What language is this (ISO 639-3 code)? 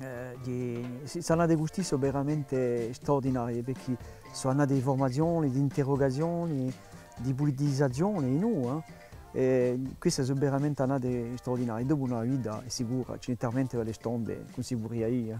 cos